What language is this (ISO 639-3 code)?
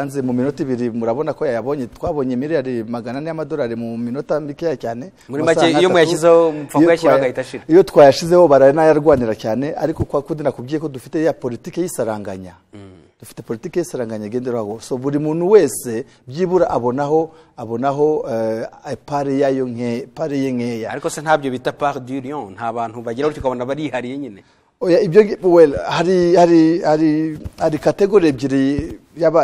kin